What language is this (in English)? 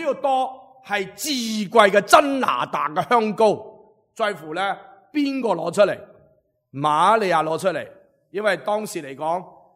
Cantonese